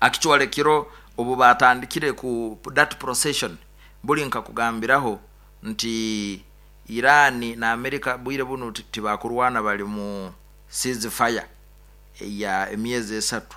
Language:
Nyoro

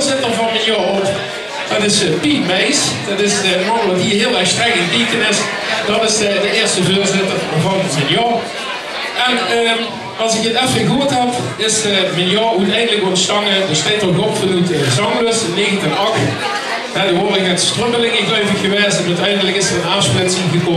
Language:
Limburgish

